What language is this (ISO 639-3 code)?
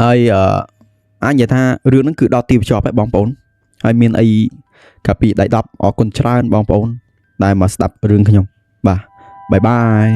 khm